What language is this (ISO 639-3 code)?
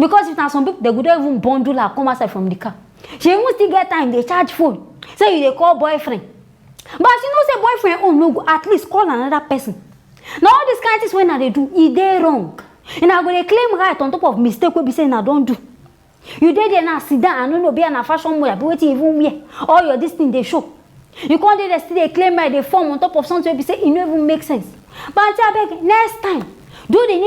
pcm